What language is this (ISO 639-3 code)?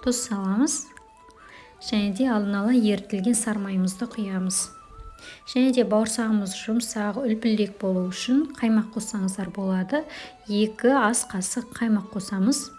kaz